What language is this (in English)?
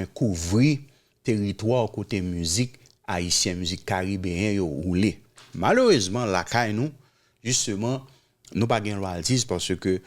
Haitian Creole